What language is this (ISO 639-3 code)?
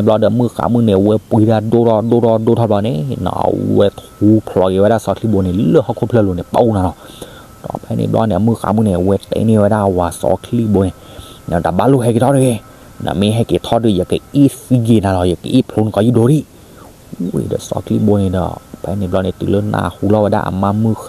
ksw